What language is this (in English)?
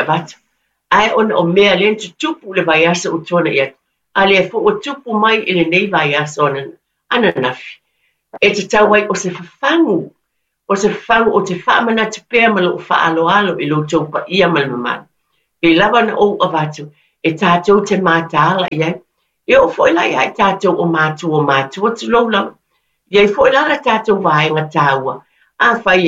Samoan